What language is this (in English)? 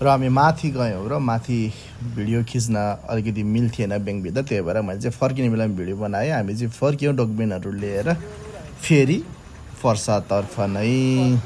Nepali